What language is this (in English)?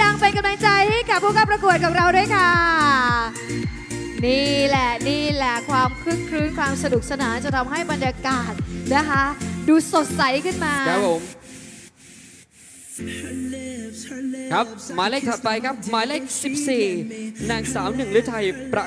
Thai